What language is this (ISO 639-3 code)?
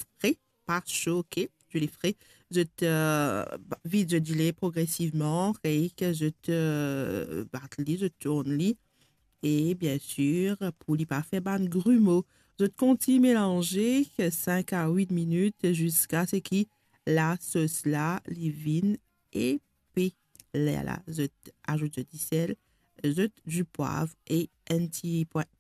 mfe